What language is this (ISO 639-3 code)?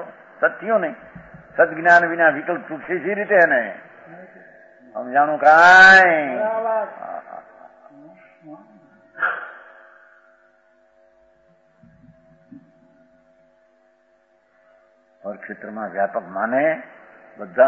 guj